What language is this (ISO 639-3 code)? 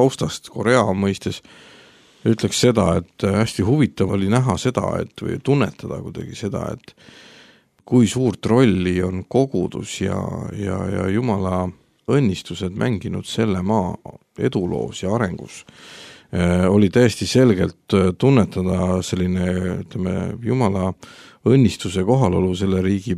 est